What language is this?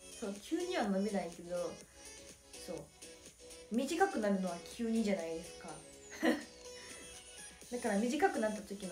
Japanese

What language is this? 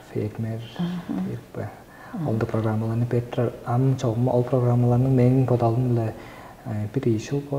Tuvinian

